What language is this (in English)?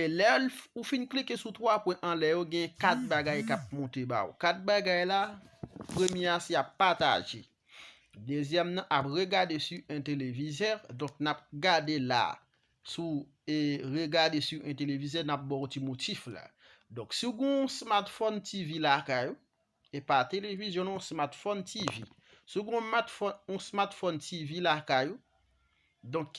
Haitian Creole